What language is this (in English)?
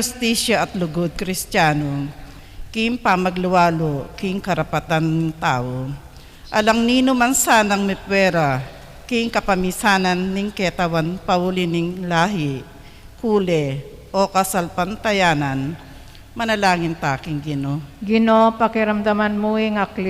Pampanga